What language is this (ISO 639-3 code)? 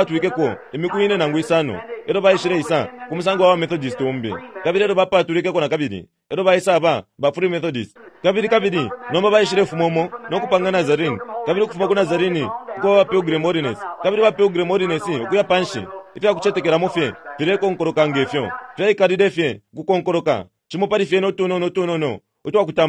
bem